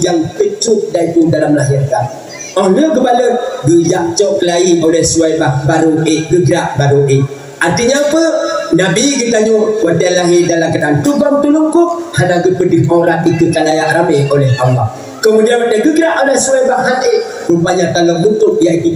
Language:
Achinese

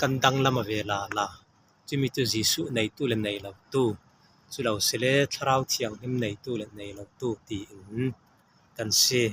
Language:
Falam Chin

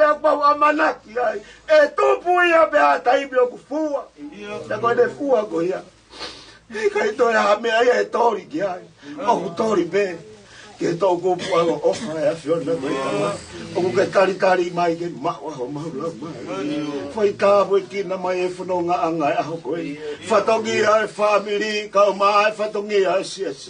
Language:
Tongan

